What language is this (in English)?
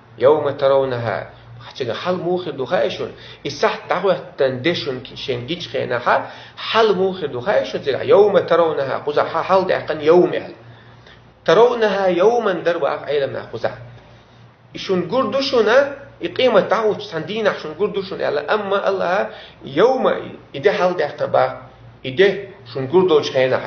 Chechen